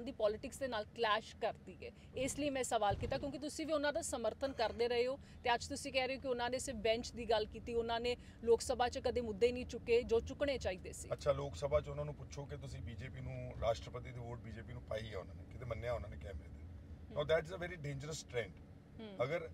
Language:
Punjabi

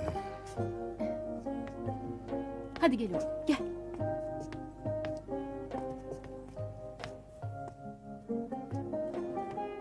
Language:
Turkish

